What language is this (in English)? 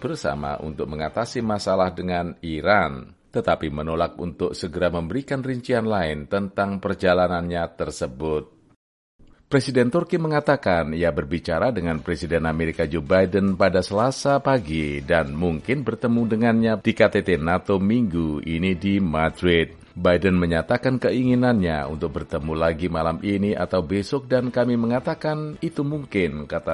Indonesian